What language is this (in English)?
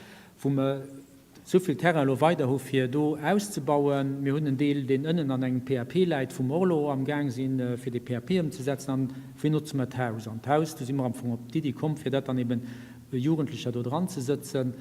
Luxembourgish